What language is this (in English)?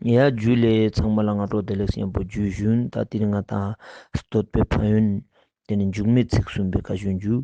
Ladakhi